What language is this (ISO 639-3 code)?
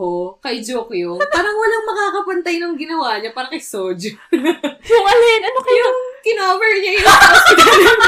fil